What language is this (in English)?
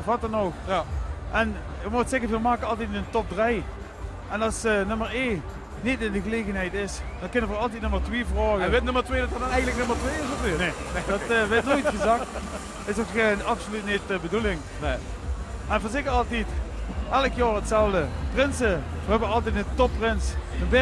Limburgish